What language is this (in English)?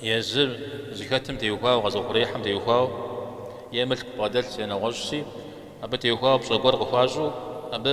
Kabardian